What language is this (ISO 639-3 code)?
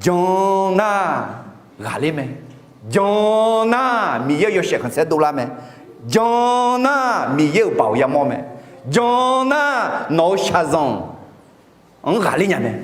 ahk